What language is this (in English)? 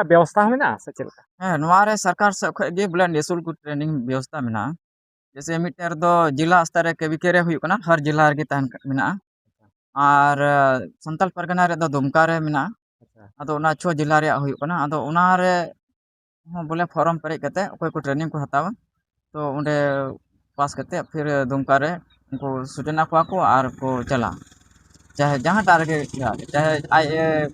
Santali